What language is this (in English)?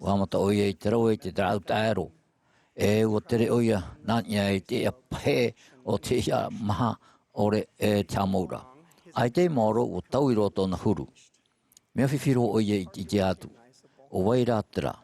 Tahitian